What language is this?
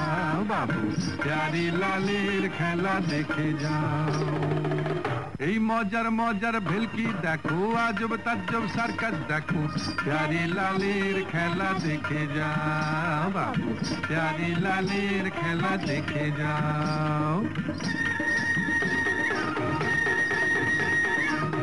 Bangla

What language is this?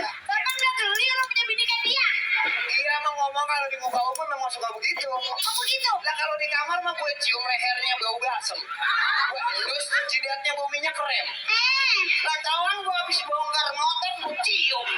Betawi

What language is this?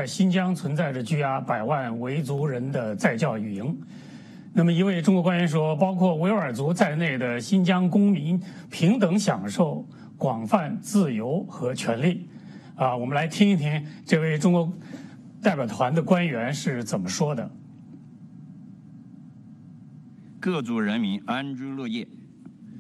Chinese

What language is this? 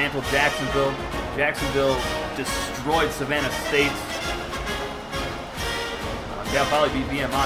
English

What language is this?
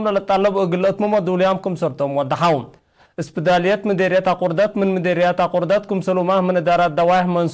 Tigre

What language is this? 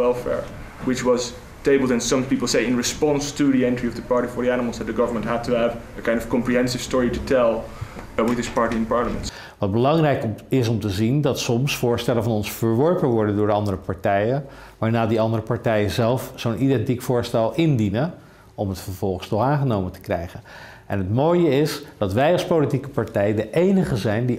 Dutch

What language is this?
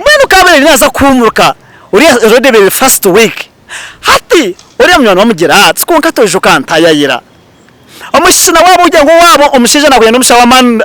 Nyankole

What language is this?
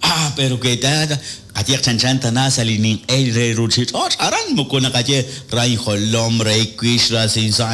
Kekchí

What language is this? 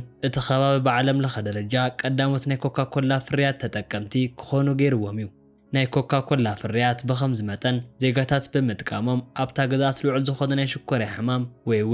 Tigrinya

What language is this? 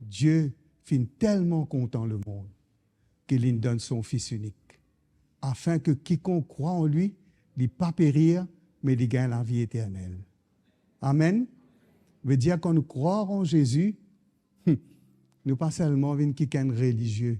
Morisyen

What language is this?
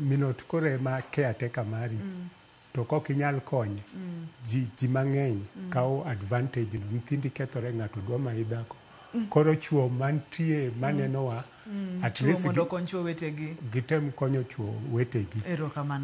Luo (Kenya and Tanzania)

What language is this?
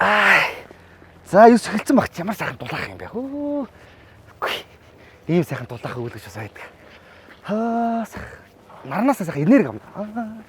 Mongolian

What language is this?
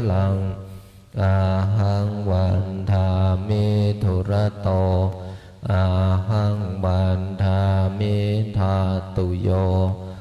Pali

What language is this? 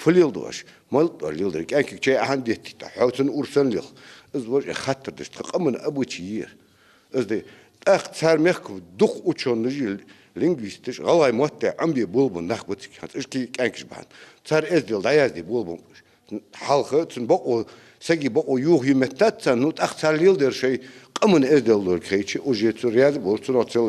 Ingush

